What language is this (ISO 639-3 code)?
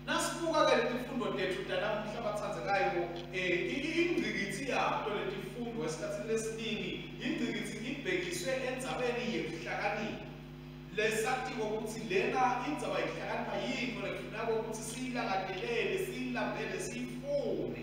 ssw